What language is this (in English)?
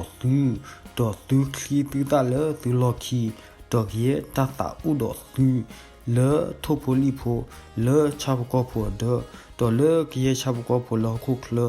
S'gaw Karen